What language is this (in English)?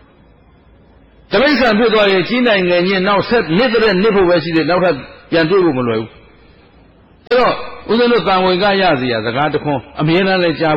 Burmese